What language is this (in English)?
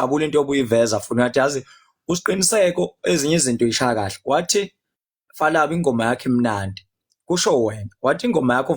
Zulu